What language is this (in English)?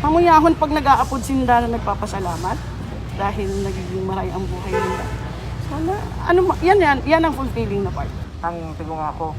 Bikol